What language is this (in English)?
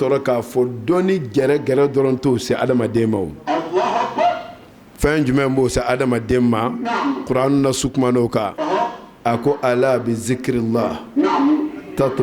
Bambara